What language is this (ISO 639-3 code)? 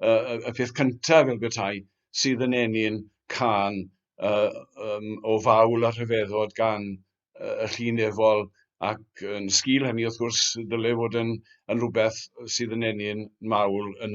cym